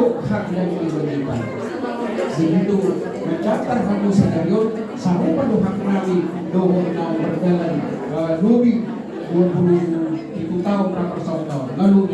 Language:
Batak Toba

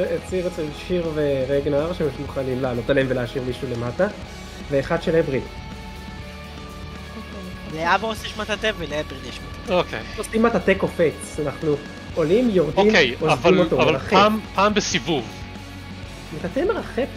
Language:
Hebrew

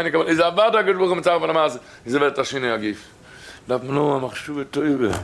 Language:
Yiddish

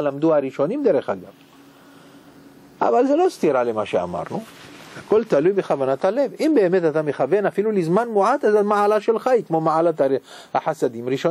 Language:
Hebrew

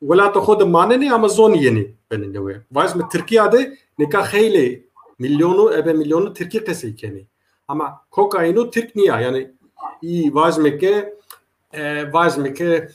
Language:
Zaza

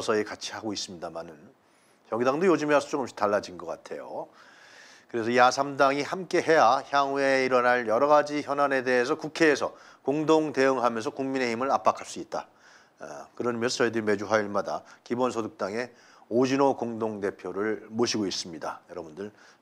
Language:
Korean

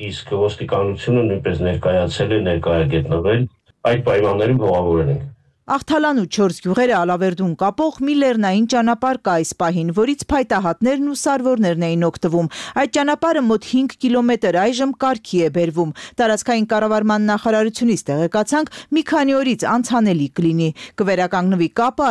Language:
Armenian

